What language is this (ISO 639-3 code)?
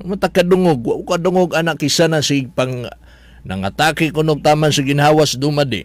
ceb